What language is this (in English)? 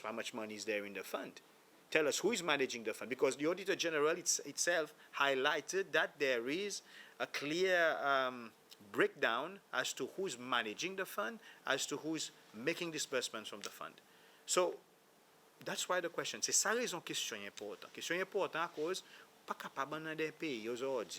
Seselwa Creole French